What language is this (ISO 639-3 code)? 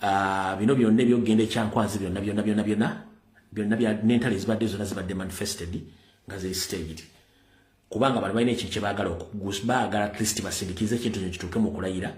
lug